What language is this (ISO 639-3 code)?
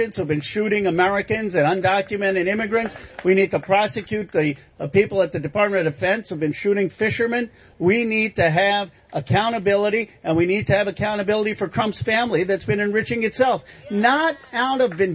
eng